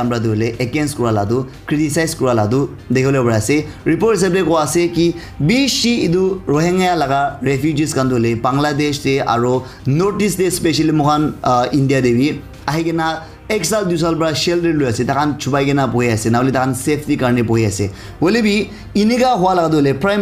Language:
Naga Pidgin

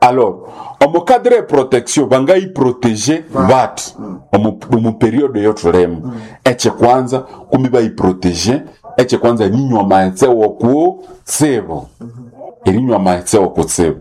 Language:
Nande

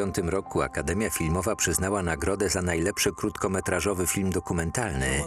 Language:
Polish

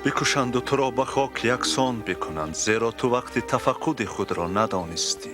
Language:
Tajik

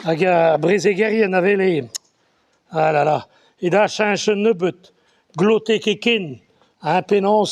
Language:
Breton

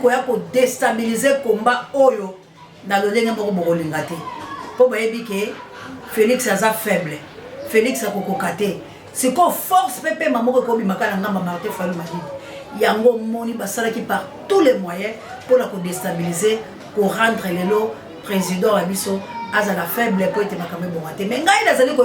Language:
Lingala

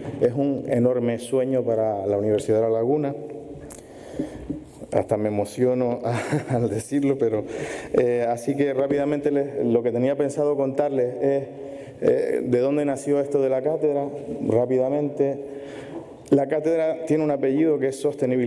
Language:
Spanish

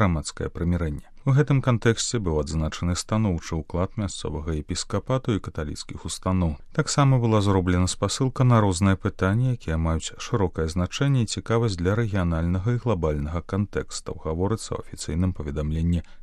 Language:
Belarusian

